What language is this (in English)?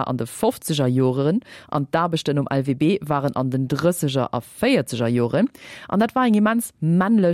Luxembourgish